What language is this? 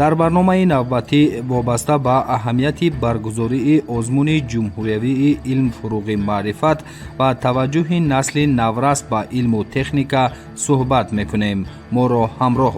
Tajik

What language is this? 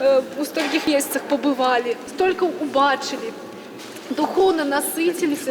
Belarusian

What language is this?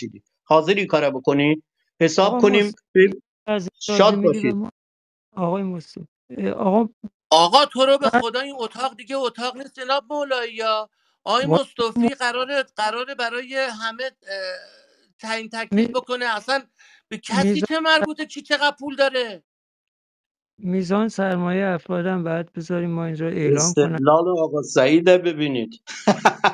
Persian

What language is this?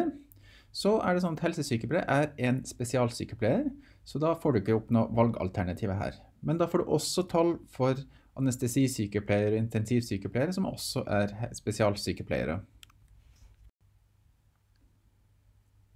Norwegian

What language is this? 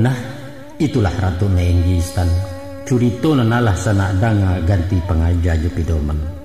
Minangkabau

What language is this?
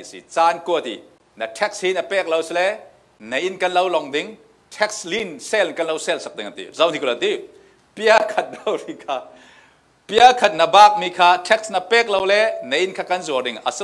Falam Chin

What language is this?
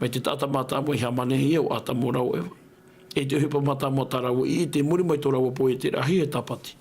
Tahitian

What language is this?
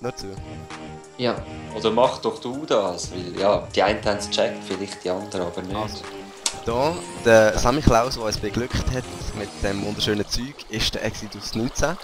Swiss German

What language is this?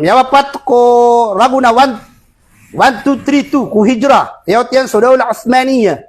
Maranao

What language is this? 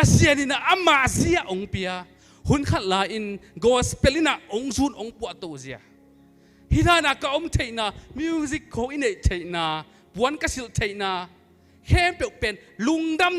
Tedim Chin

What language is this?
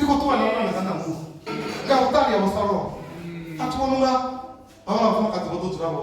Venda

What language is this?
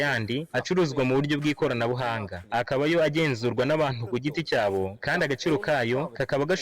Kinyarwanda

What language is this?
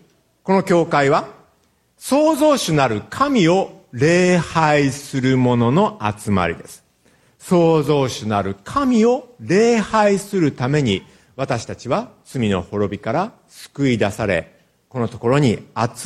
Japanese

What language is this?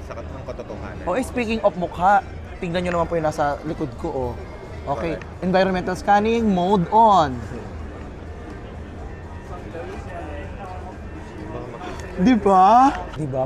Filipino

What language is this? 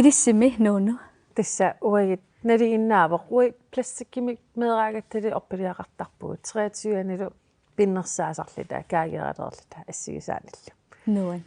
Kalaallisut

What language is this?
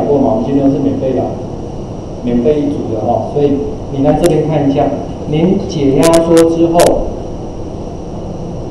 Chinese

